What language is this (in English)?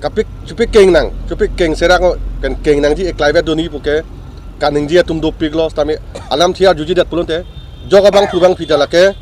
Karbi